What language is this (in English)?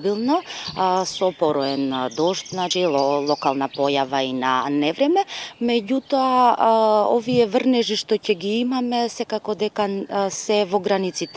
Macedonian